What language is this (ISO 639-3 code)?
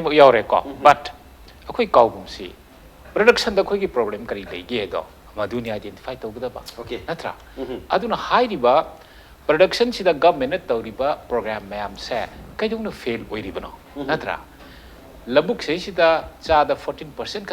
mni